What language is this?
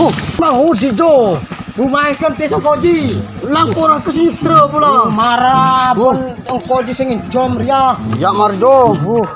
Madurese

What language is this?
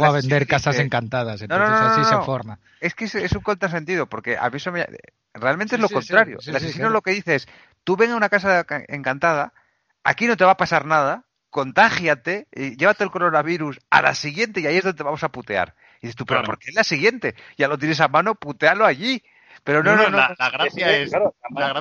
Spanish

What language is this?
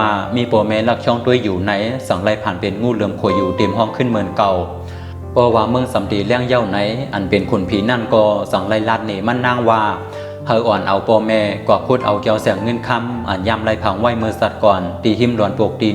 Shan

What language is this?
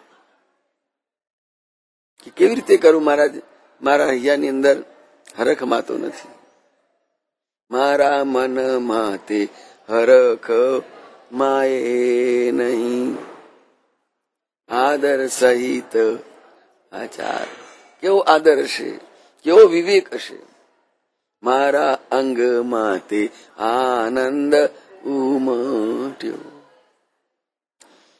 Gujarati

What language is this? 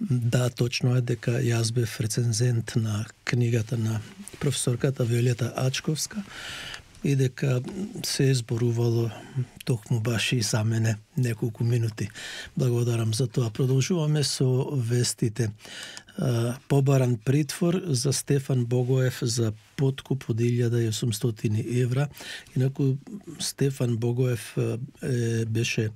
Macedonian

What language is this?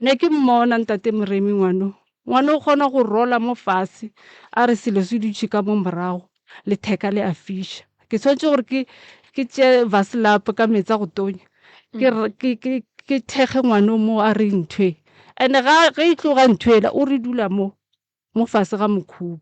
Northern Sotho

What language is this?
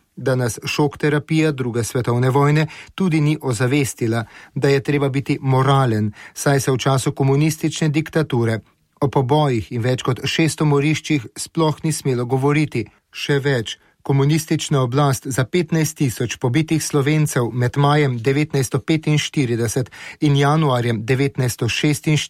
Slovenian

